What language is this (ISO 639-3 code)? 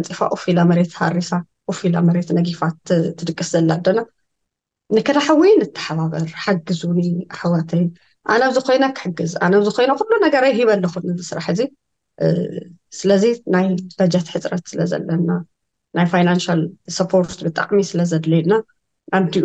tir